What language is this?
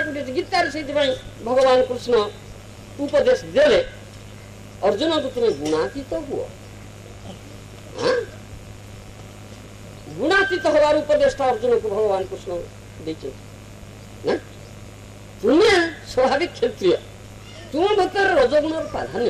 Odia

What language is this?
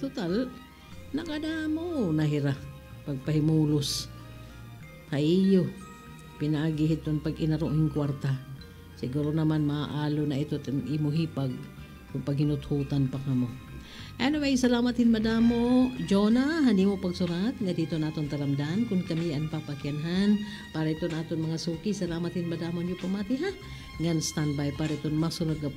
Waray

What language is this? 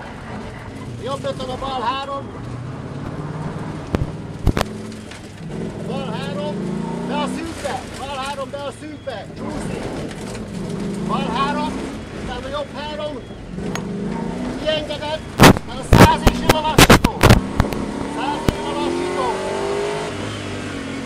Hungarian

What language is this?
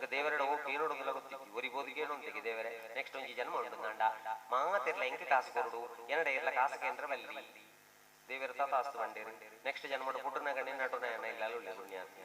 Tulu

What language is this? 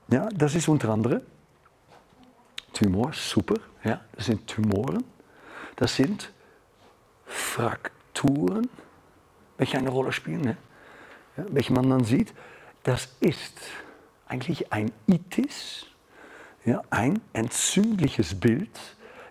German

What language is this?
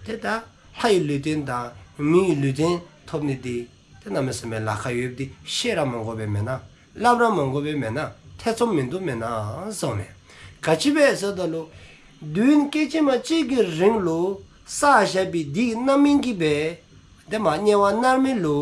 Dzongkha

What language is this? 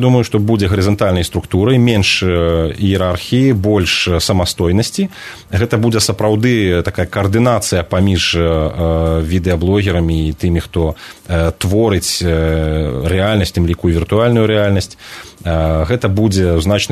Belarusian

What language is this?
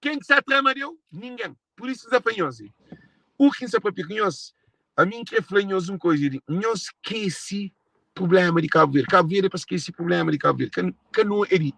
Kabuverdianu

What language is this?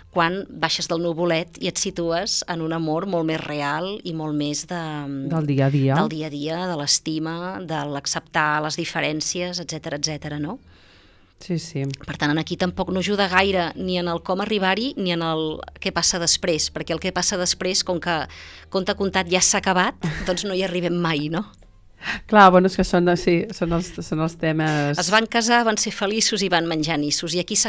Catalan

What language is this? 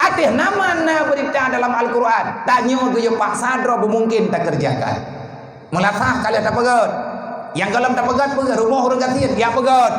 Achinese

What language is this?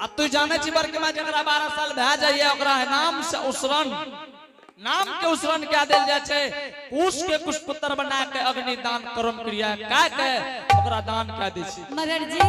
Angika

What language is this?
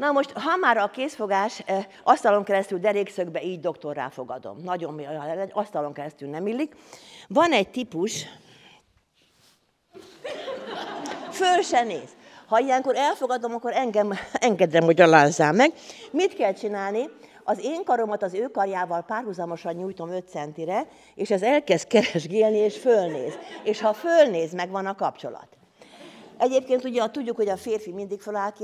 Hungarian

